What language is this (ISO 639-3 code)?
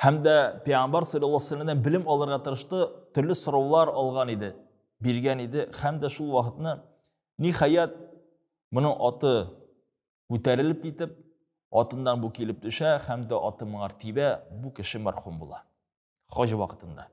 tat